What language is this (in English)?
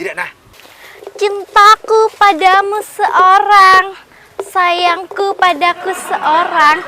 Madurese